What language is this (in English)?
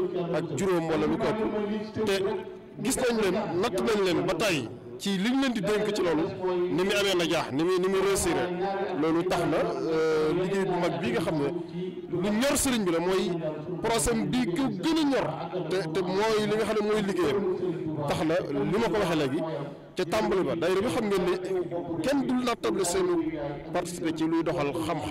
Wolof